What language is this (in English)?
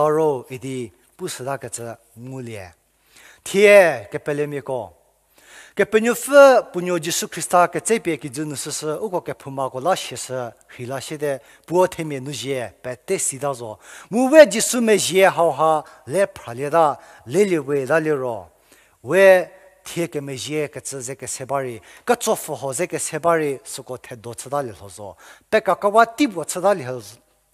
Angami Naga